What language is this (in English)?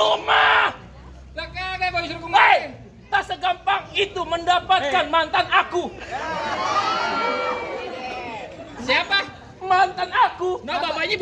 Betawi